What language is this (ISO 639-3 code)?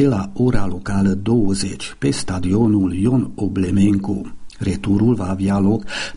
ron